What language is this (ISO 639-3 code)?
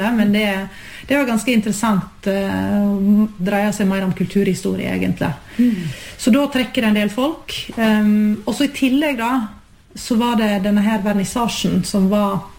nor